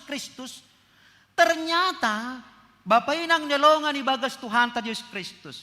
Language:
Batak Simalungun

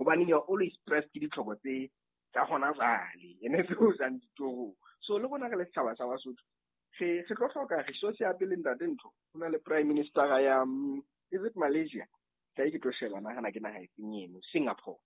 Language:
Southern Sotho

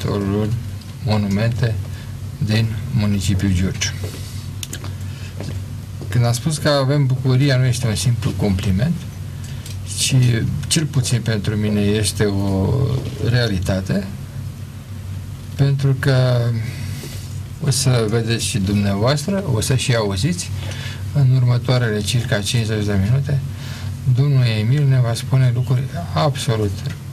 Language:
Romanian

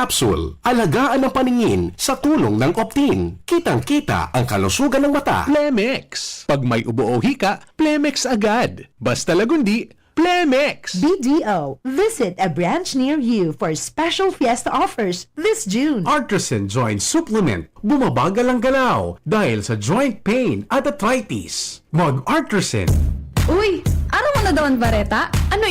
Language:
Bikol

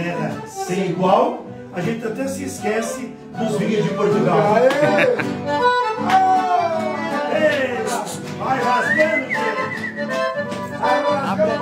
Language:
Portuguese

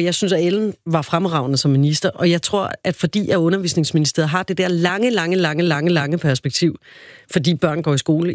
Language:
Danish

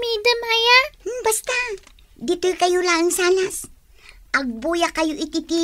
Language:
Iloko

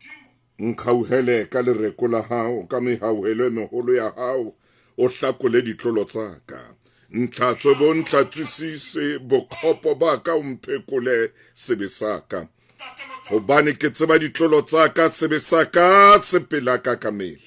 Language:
Southern Sotho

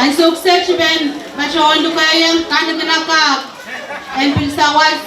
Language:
Pohnpeian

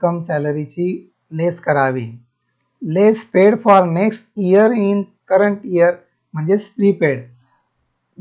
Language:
Marathi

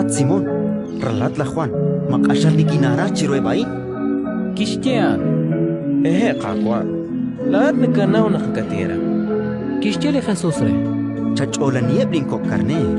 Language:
Kekchí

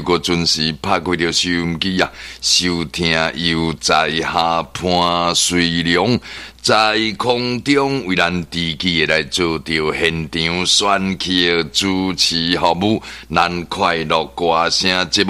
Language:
Min Nan Chinese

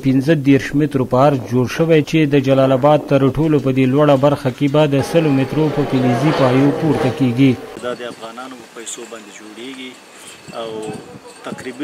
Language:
Pashto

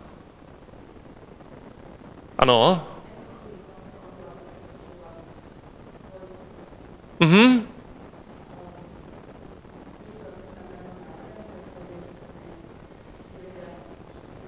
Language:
Czech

